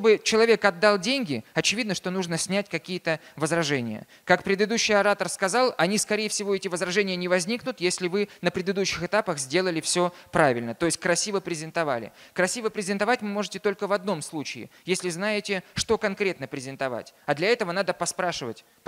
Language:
Russian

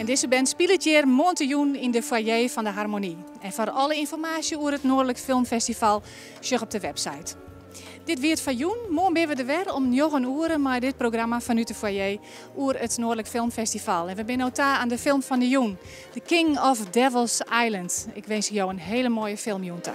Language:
Western Frisian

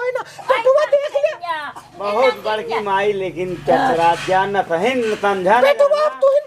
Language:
Awadhi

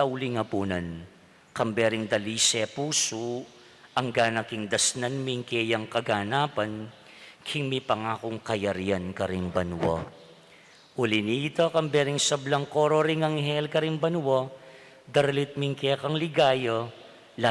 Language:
Pampanga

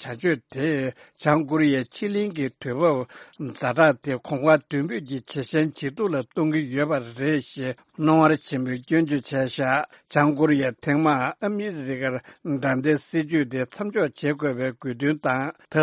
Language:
Tibetan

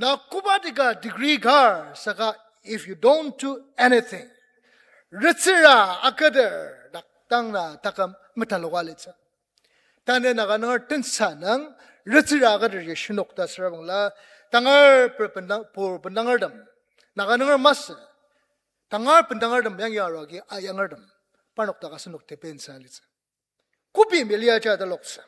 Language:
Ao Naga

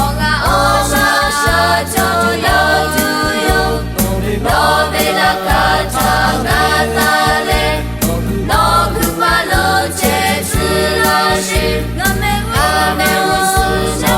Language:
Lahu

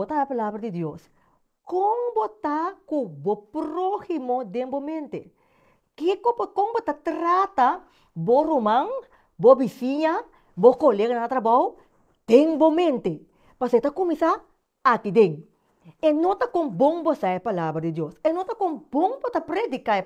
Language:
Papiamento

